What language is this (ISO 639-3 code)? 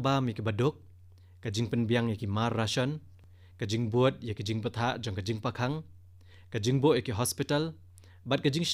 kha